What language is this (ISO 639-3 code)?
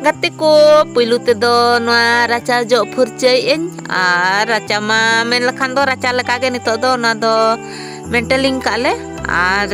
sat